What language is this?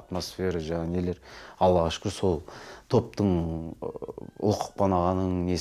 Kyrgyz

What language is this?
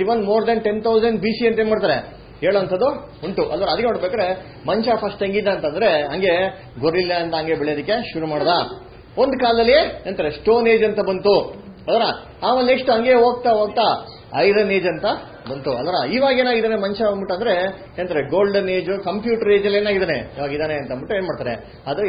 Kannada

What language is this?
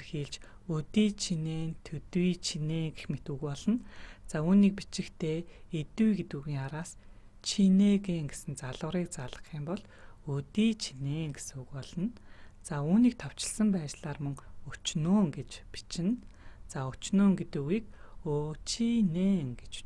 Mongolian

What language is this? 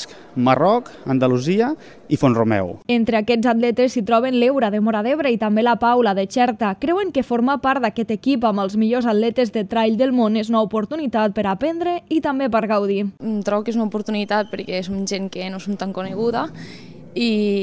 Catalan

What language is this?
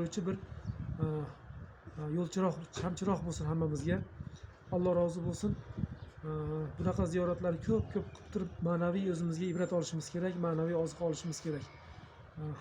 Uzbek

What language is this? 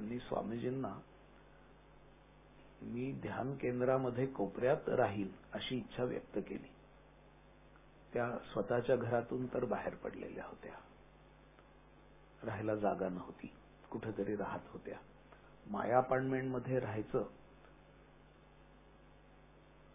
Marathi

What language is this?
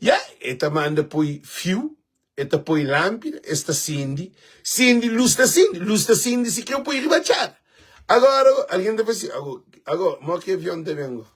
Kabuverdianu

